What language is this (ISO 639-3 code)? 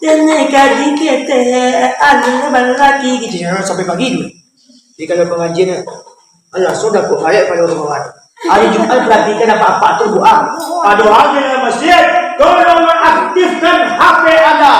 min